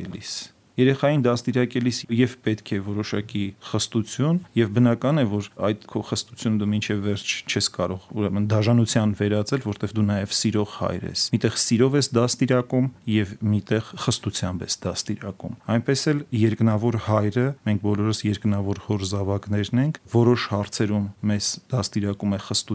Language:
Armenian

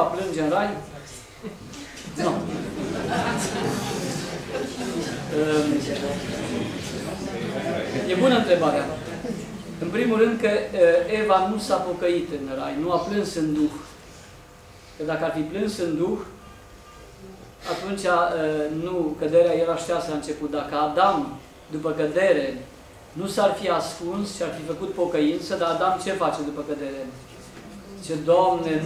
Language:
Romanian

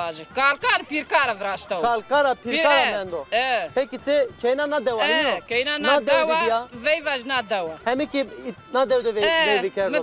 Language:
Zaza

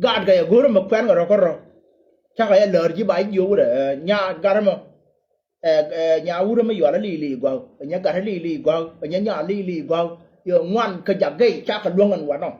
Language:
Nuer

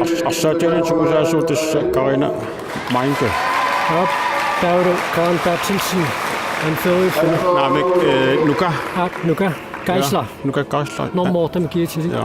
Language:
Kalaallisut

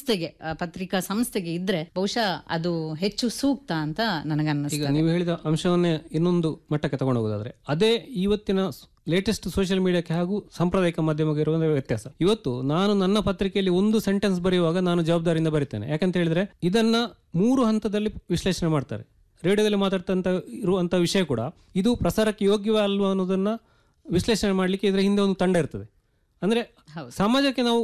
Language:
Kannada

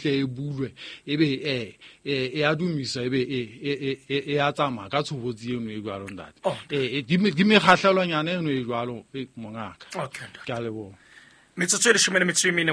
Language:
Southern Sotho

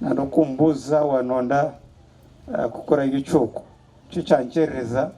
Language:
Nyankole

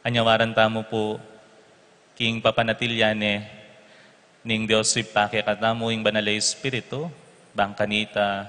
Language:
Pampanga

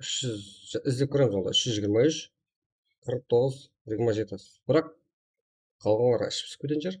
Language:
Kara-Kalpak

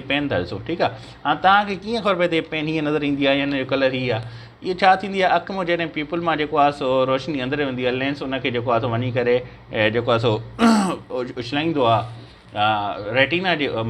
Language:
Sindhi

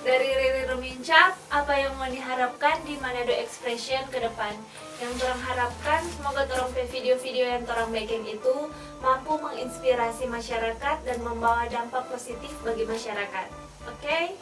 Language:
Manado Malay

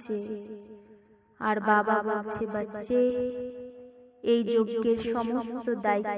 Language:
Bangla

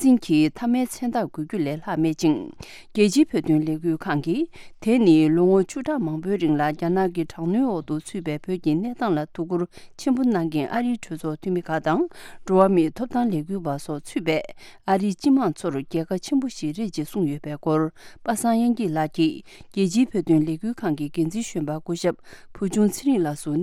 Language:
Tibetan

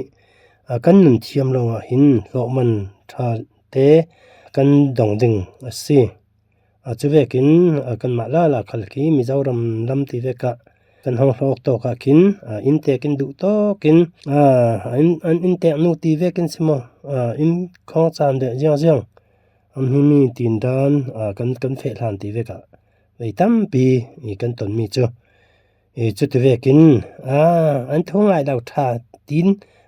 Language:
Falam Chin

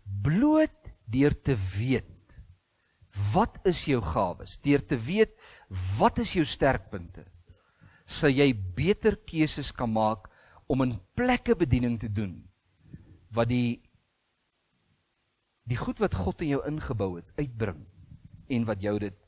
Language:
Afrikaans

